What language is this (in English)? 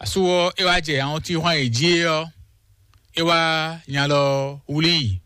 Fon